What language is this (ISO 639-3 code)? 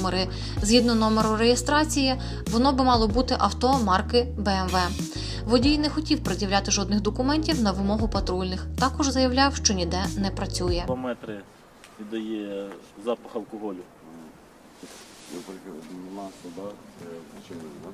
ukr